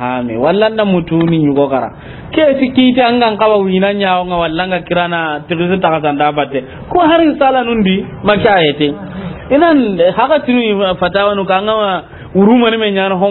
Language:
Soninke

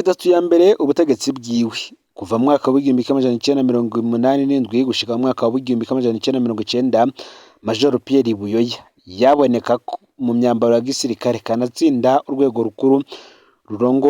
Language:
Rundi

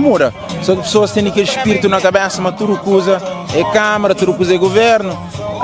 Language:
Kabuverdianu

